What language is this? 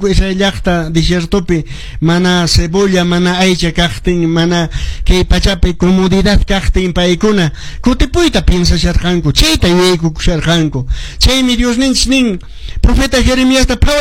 Quechua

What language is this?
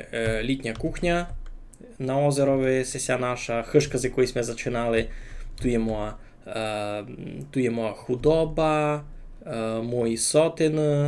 Rusyn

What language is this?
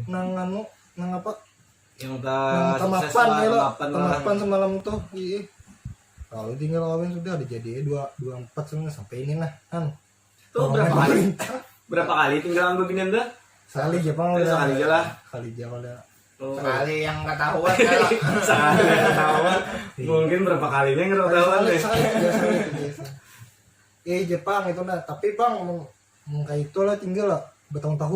Banjar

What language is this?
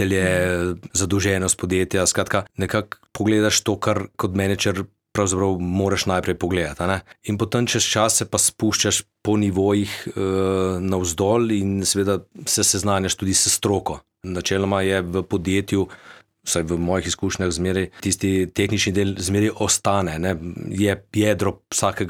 Slovenian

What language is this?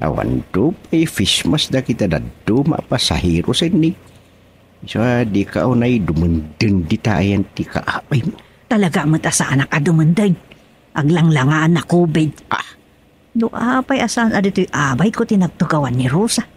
Iloko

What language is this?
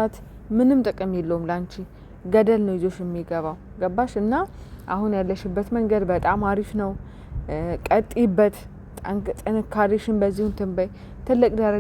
Amharic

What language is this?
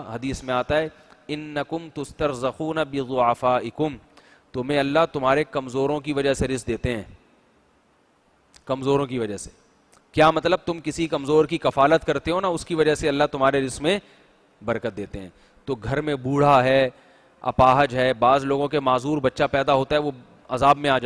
Urdu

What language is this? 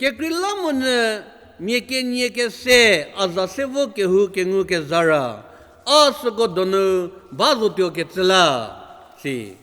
Angami Naga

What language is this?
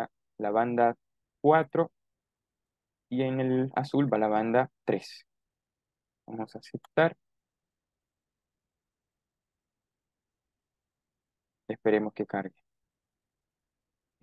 Spanish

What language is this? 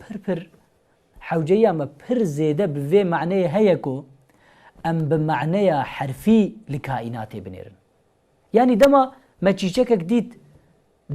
Kurdish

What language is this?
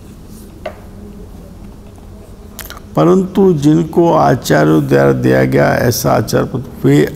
Hindi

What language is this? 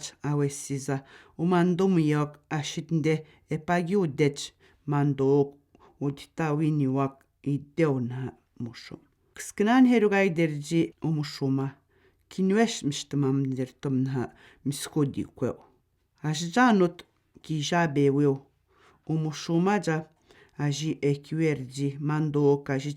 Atikamekw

